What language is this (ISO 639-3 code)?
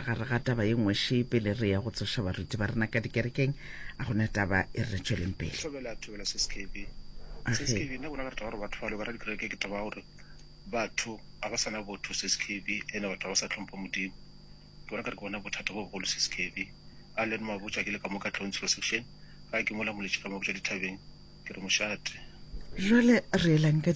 nso